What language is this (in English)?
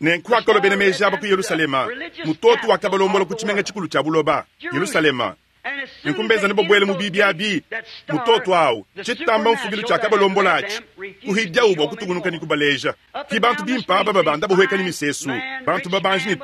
Luba-Lulua